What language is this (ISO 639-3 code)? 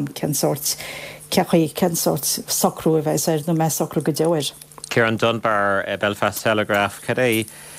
gle